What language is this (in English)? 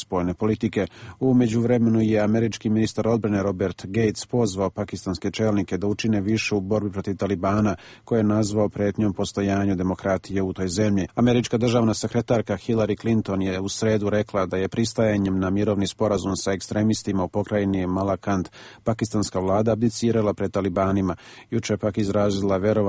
Serbian